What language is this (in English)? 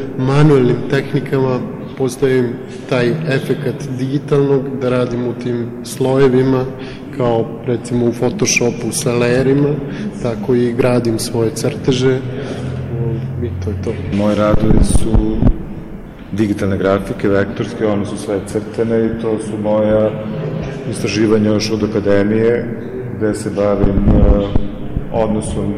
Serbian